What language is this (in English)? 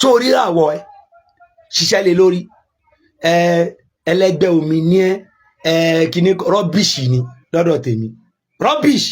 Yoruba